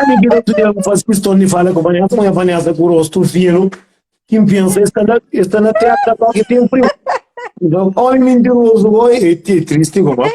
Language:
Kabuverdianu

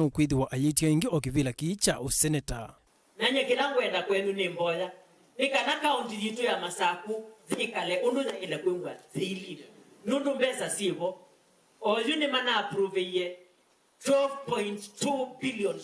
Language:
Kamba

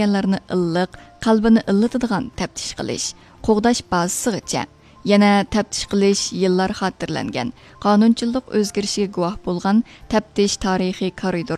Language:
Uyghur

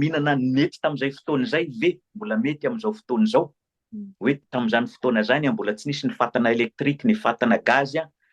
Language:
Malagasy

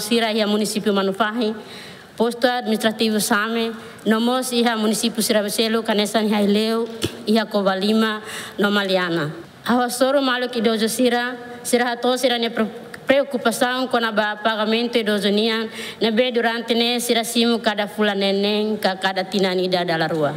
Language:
Tetum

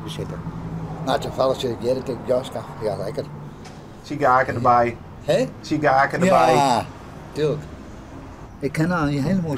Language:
Western Frisian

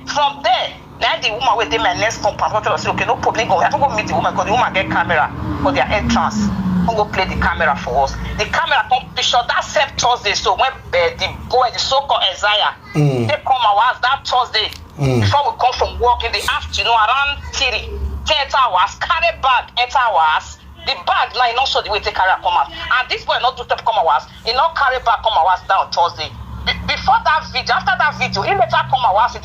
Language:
Nigerian Pidgin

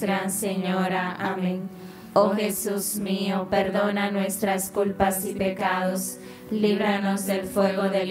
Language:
Spanish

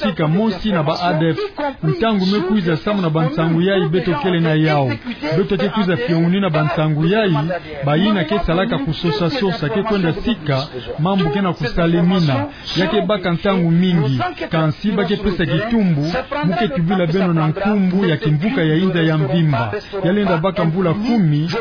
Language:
Kituba (Democratic Republic of Congo)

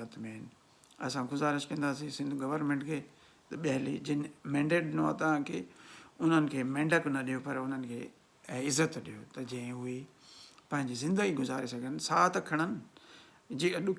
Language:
Sindhi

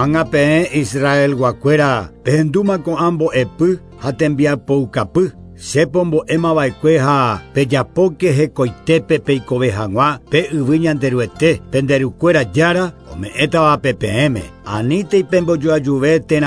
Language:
Guarani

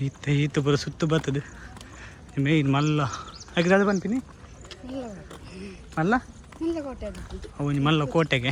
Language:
Tulu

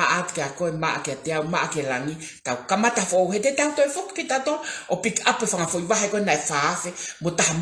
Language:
Tongan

